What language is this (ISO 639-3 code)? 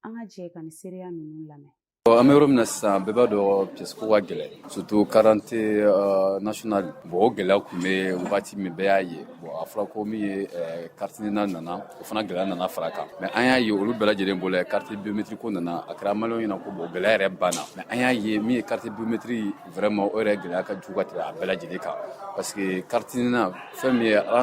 bam